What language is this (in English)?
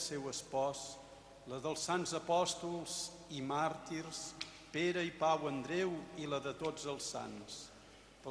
Catalan